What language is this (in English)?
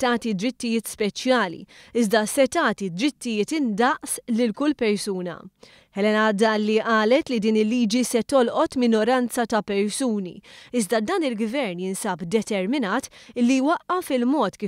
Maltese